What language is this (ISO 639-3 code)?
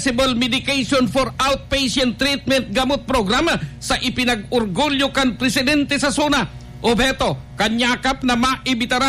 bik